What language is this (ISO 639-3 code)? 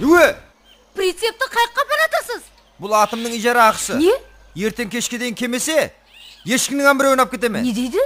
kaa